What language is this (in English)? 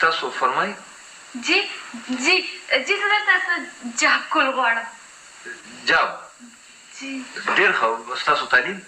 Pashto